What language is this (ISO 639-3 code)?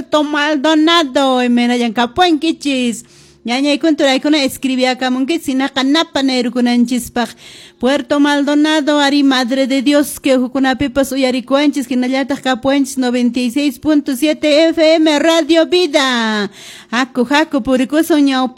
que